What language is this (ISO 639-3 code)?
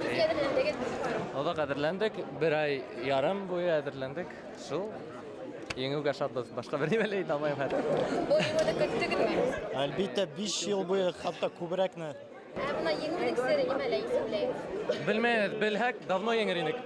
bak